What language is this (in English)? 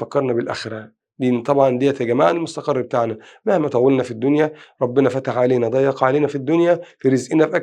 Egyptian Arabic